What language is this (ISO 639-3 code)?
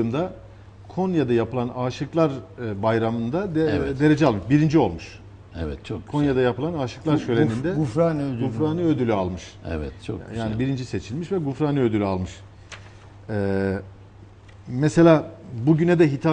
tur